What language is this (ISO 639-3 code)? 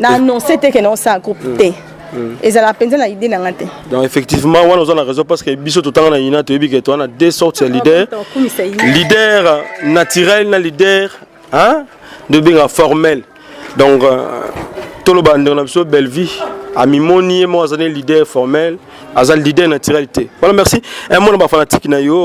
lin